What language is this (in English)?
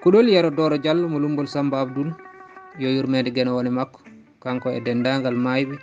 Fula